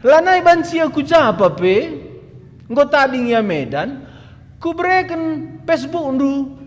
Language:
Batak Karo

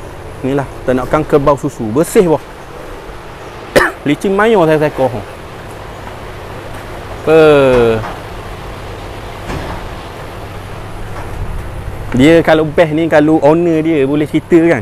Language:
Malay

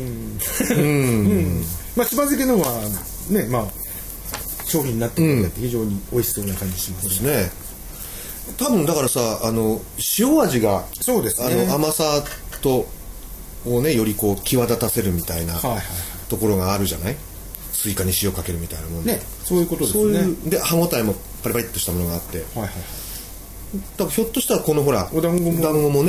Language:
Japanese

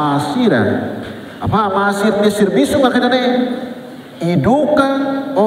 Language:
Tetum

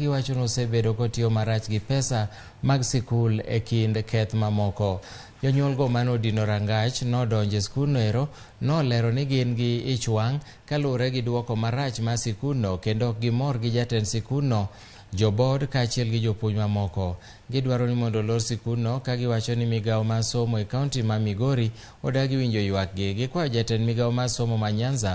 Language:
Luo (Kenya and Tanzania)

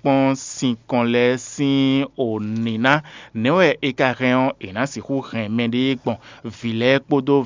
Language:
Fon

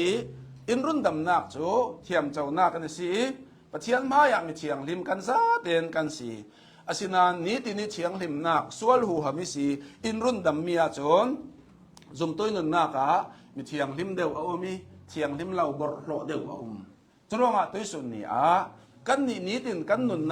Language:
Hakha Chin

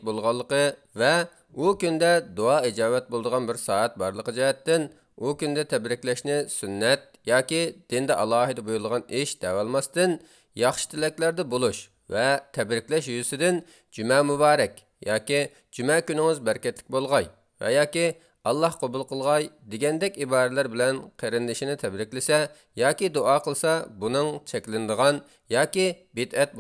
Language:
Uyghur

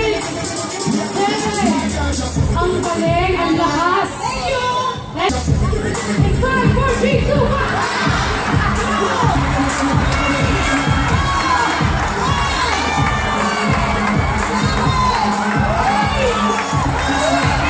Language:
Filipino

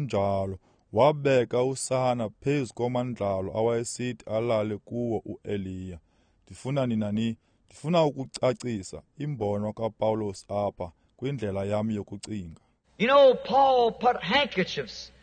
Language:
Xhosa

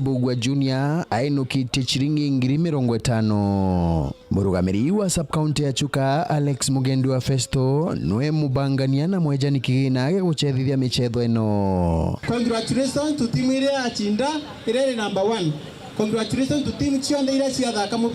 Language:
Meru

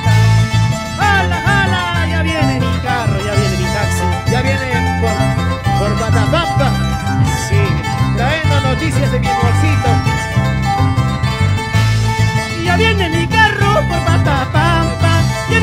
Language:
Spanish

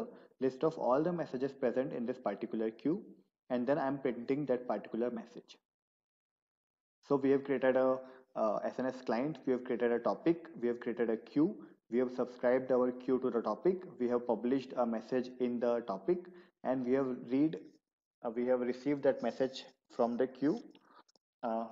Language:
English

